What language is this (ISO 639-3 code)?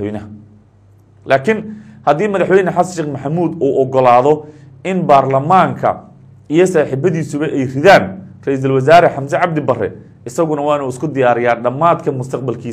som